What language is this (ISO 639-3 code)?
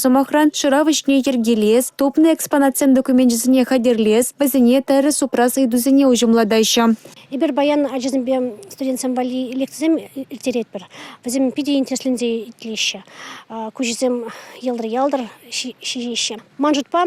chv